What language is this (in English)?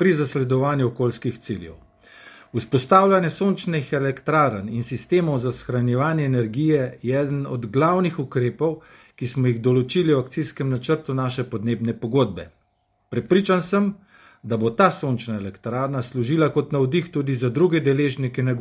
Slovenian